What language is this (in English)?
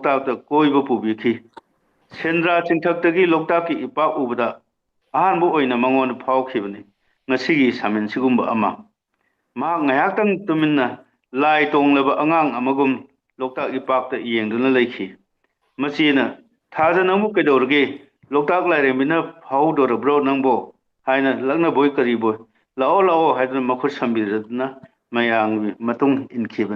Manipuri